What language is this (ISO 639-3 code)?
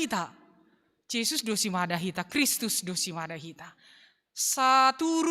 bts